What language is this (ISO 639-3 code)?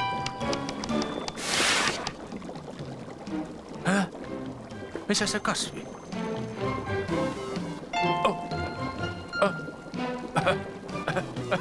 fin